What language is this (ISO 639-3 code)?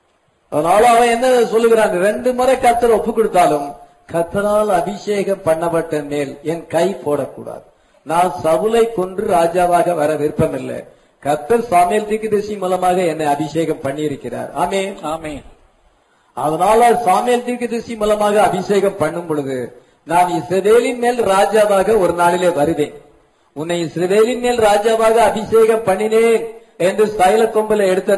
tam